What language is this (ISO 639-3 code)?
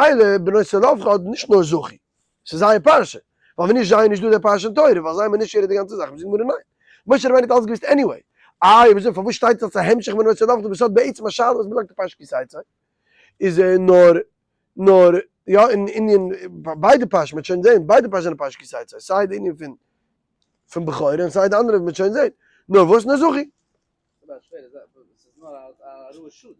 yid